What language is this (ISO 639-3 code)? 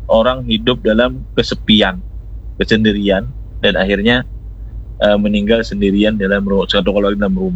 ind